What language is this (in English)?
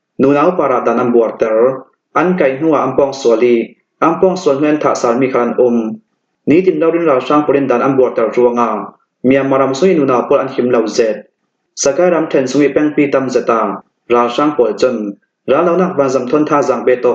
Falam Chin